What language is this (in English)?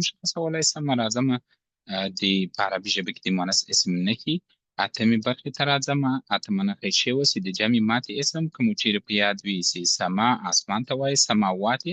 Pashto